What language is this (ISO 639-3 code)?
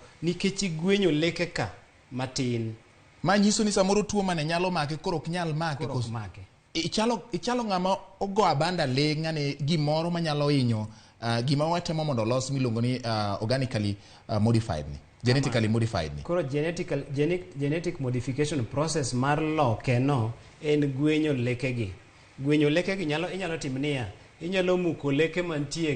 luo